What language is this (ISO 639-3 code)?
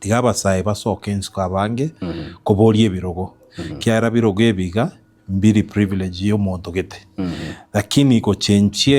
guz